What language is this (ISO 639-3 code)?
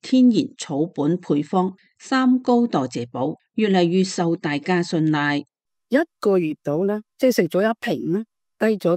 yue